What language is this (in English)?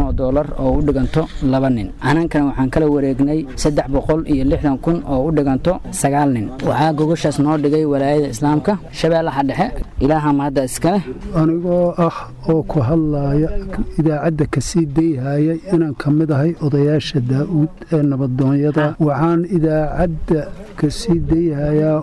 Somali